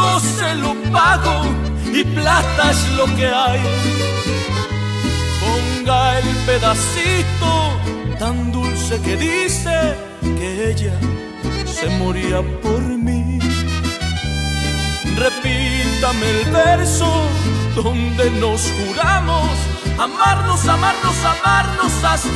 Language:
Spanish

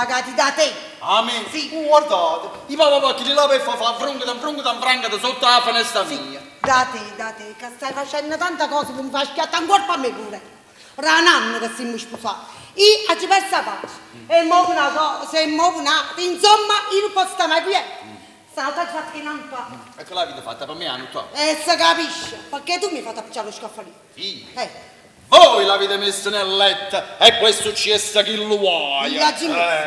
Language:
Neapolitan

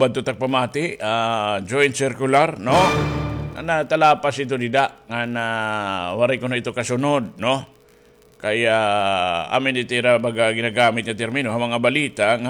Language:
Waray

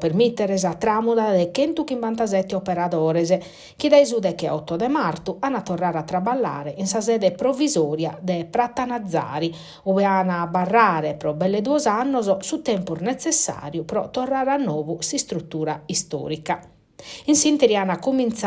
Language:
Sardinian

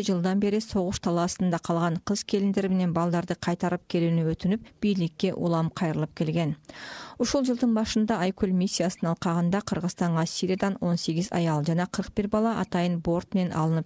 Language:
Kyrgyz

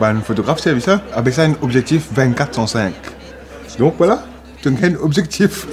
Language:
Morisyen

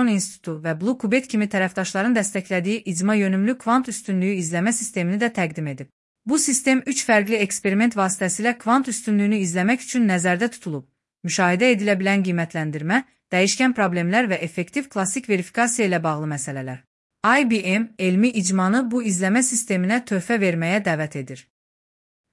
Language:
Azerbaijani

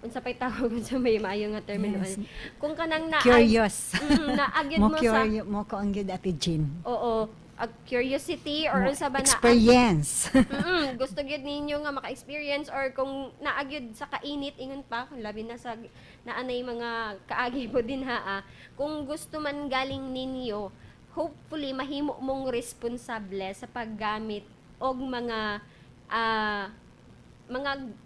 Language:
Cebuano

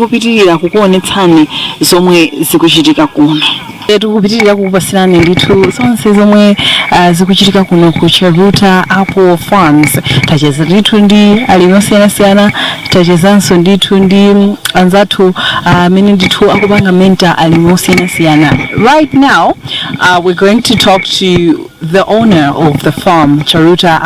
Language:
Nyanja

